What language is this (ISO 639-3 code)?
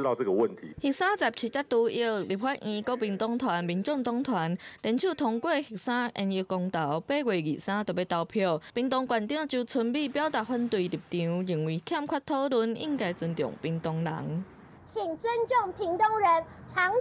nan